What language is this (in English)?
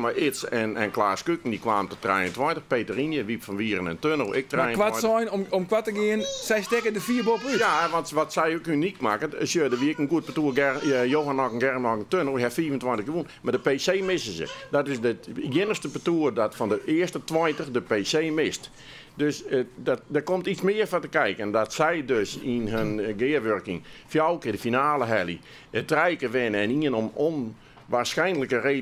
Western Frisian